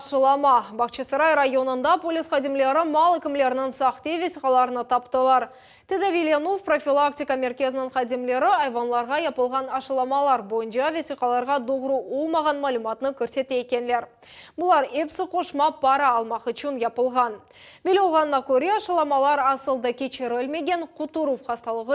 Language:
Crimean Tatar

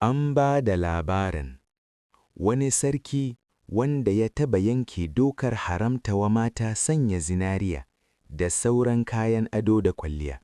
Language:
Hausa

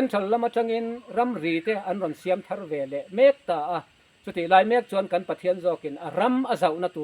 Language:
Mizo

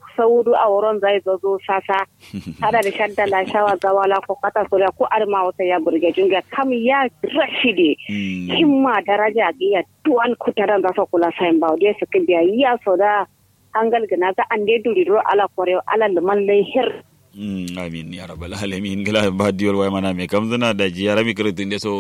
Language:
Kanuri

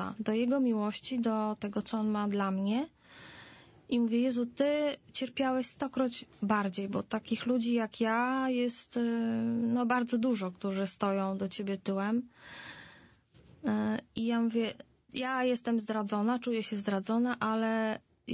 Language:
Polish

